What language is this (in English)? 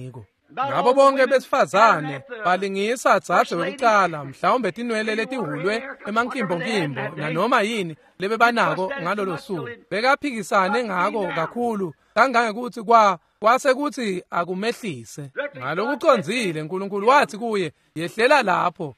Swati